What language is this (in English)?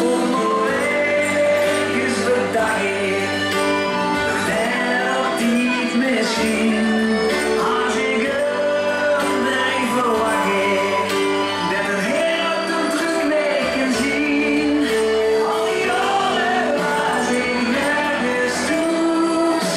Limburgish